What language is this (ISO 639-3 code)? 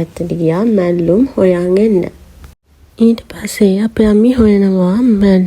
sin